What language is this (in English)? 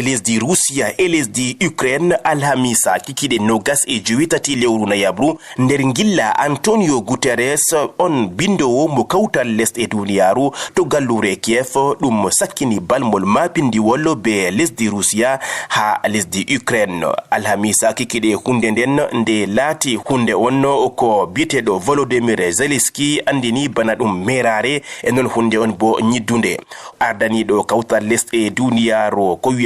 Fula